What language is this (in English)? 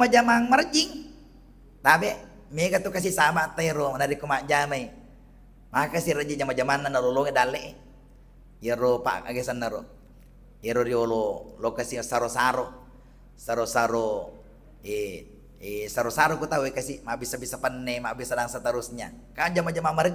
Buginese